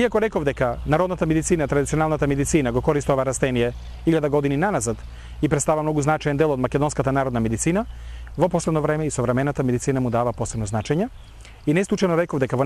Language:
Macedonian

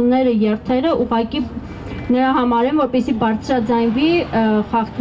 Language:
Armenian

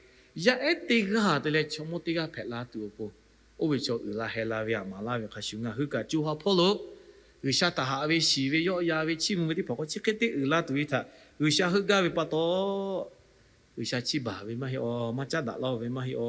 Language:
Lahu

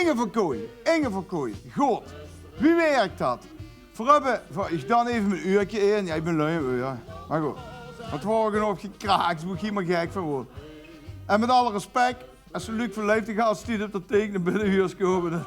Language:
Limburgish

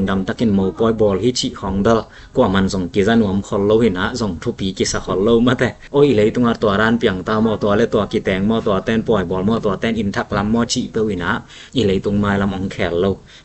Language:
Tedim Chin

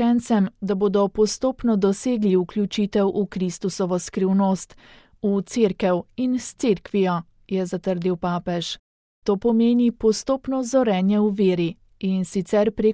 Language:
Slovenian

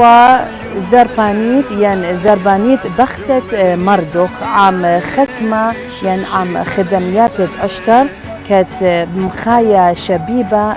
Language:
Assyrian Neo-Aramaic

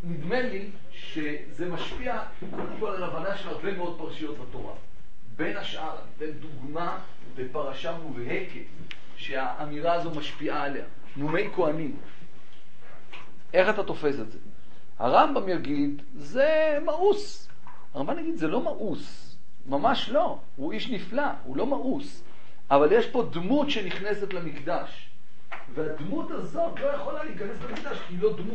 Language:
Hebrew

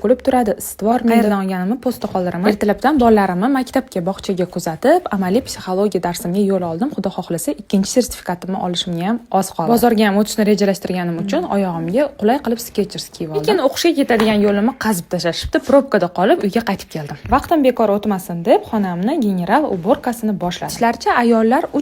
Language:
Uzbek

